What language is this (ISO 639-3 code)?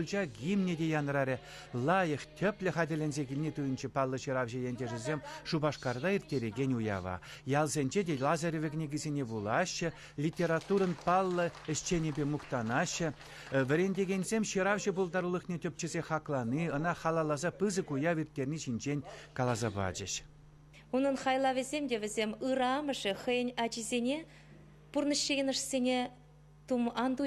chv